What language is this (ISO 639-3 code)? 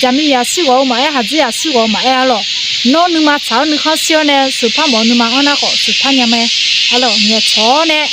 ahk